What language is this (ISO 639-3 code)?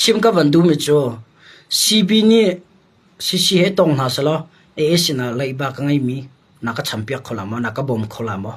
cnh